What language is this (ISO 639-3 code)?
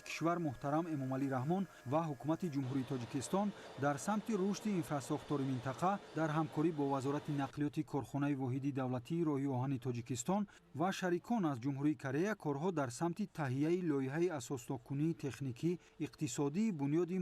tgk